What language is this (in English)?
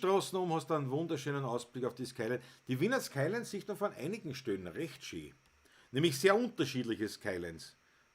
Bavarian